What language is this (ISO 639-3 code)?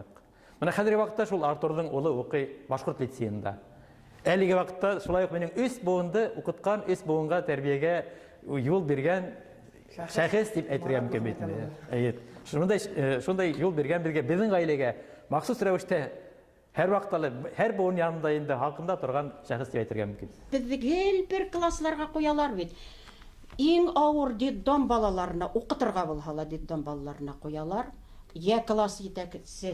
bak